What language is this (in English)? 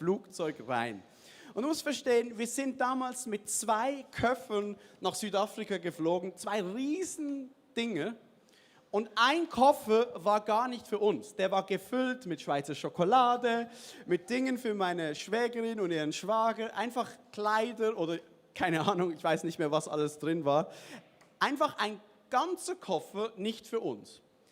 Swiss German